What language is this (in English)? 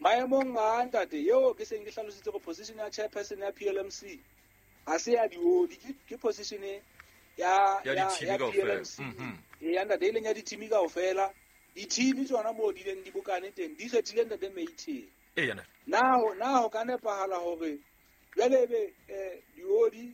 Southern Sotho